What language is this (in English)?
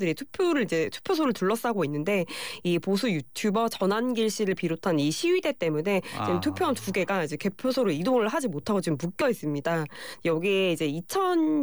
Korean